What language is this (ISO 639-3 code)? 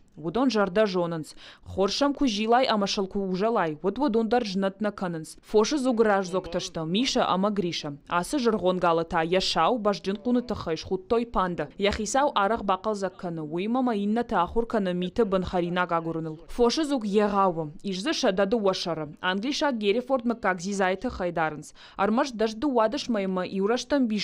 oss